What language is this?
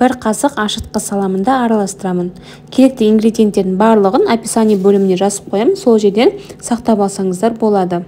Kazakh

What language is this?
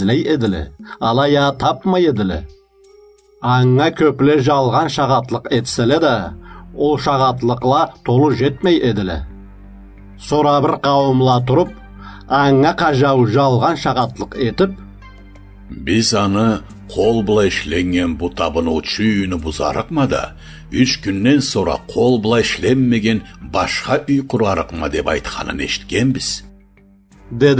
Karachay-Balkar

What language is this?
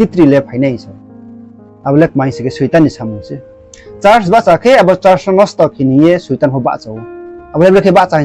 Riang (India)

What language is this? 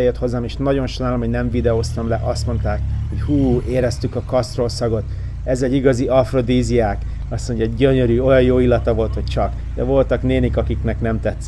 Hungarian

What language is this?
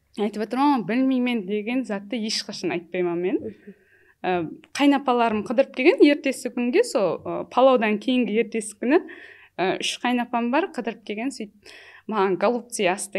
Kara-Kalpak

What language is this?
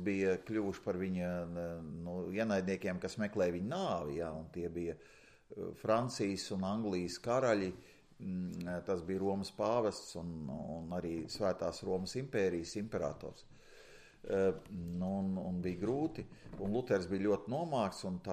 Latvian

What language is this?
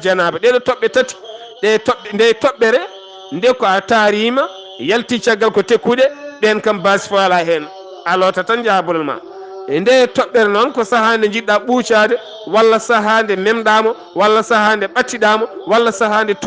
Fula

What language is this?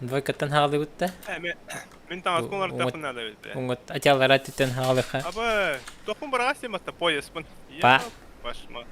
Yakut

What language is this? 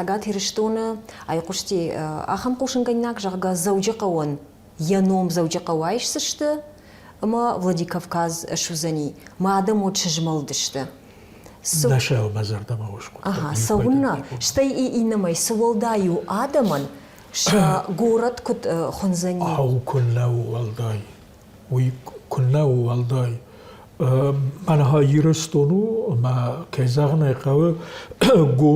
Ossetic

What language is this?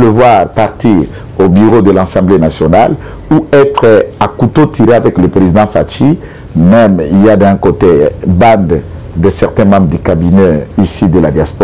French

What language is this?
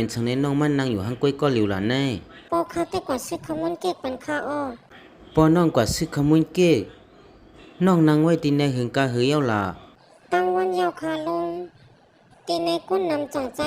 Shan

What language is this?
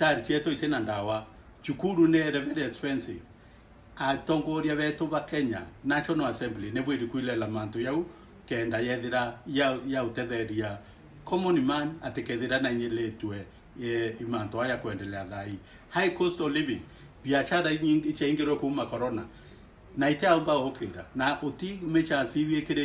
Meru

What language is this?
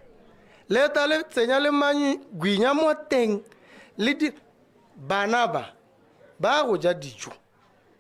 Tswana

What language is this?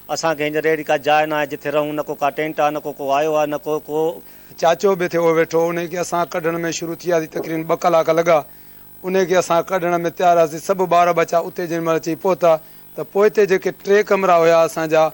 Sindhi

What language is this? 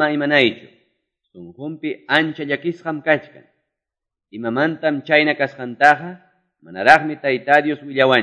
Ayacucho Quechua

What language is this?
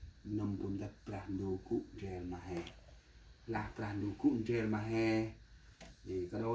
Central Mnong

